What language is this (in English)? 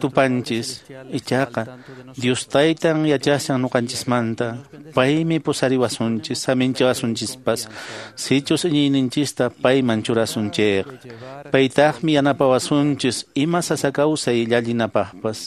Quechua